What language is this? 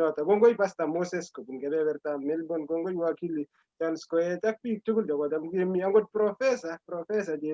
Kalenjin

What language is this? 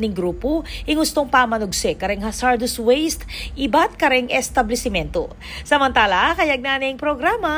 Pampanga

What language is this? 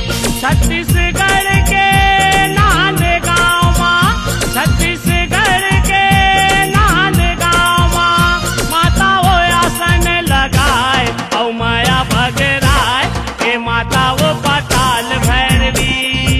Chhattisgarhi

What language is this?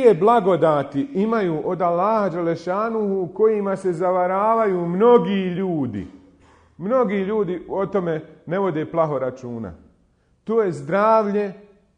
Bosnian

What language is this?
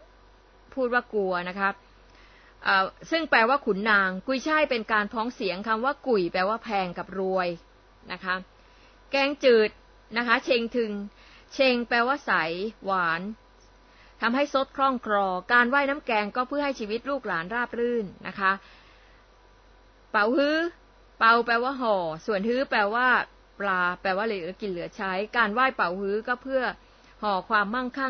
Thai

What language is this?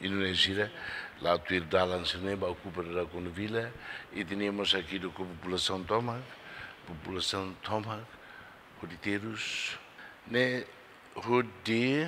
Tetum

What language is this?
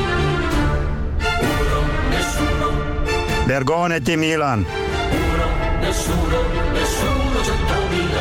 Italian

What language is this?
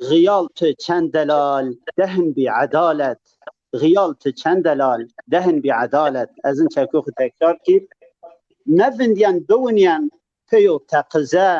Zaza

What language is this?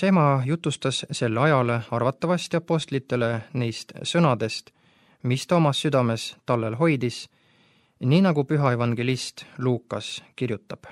Estonian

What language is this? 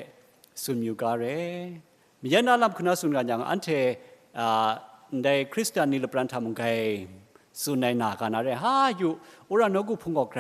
Kachin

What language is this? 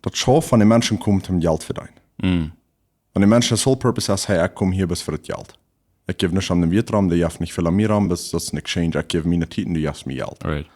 Plautdietsch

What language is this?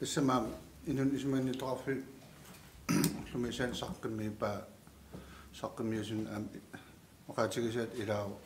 Kalaallisut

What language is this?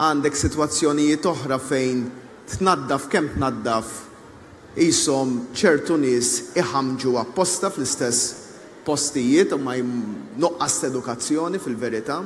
Maltese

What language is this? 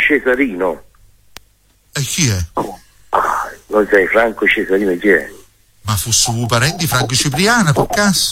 Italian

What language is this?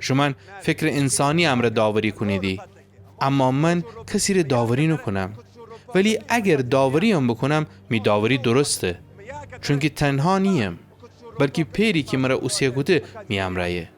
Gilaki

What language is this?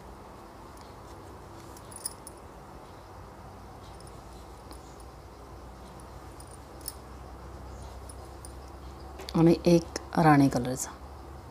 Marathi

